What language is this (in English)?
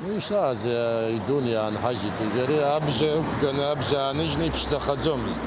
Abkhazian